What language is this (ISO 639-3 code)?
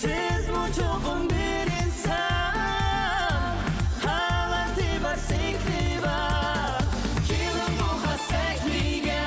uig